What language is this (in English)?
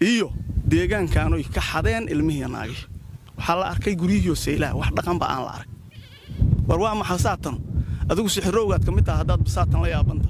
Somali